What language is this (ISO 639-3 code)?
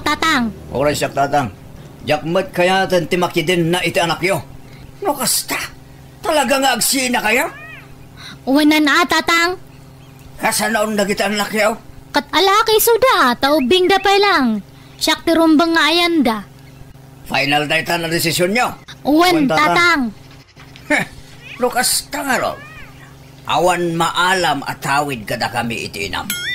ilo